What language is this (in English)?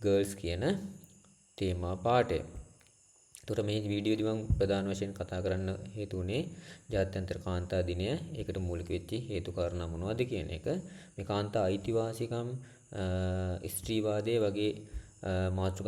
Sinhala